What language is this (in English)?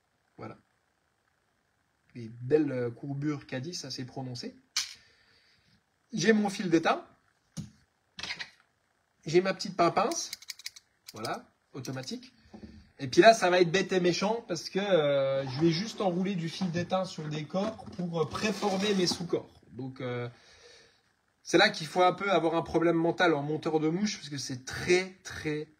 French